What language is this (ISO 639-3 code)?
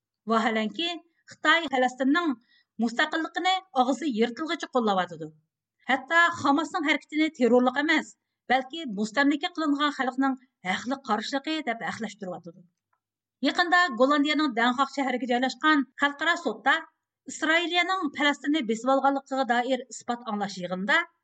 uig